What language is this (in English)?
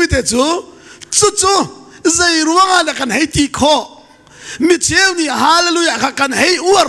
Hakha Chin